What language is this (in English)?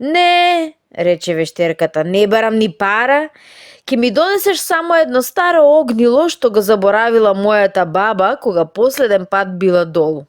Macedonian